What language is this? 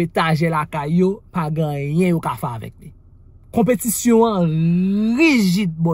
Haitian Creole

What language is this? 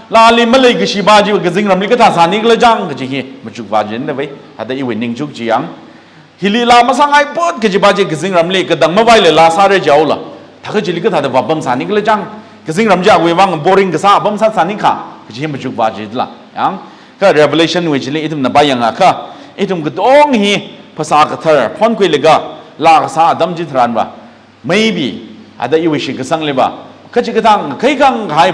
Tangkhul Naga (India)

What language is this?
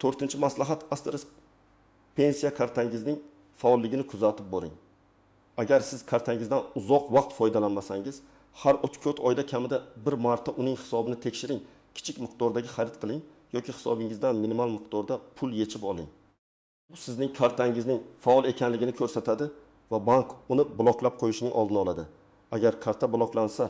Uzbek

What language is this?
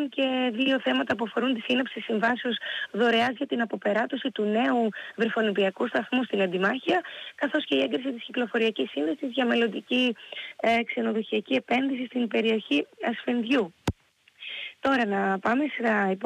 Greek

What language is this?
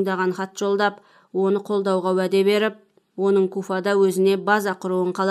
Kazakh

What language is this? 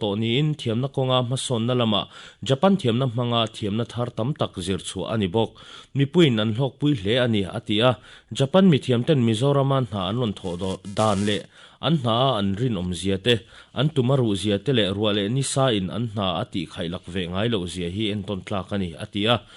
Mizo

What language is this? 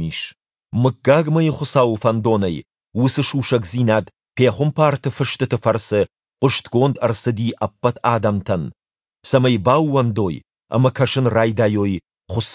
Ossetic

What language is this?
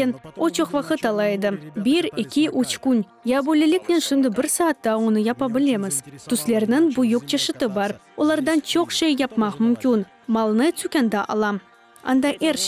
Crimean Tatar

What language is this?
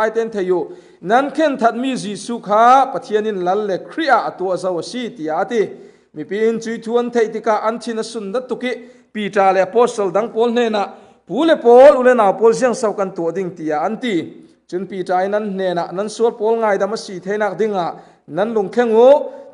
Falam Chin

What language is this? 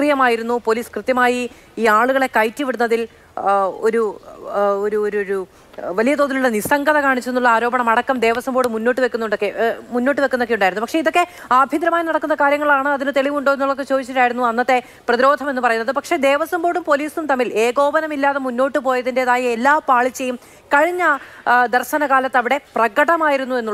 Malayalam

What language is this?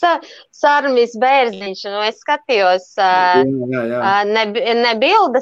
Latvian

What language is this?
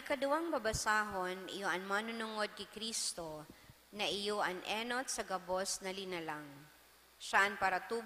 Bikol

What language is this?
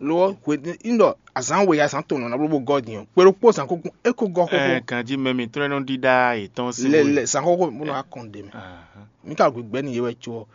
Fon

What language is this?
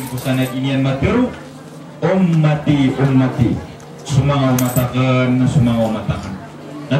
Maranao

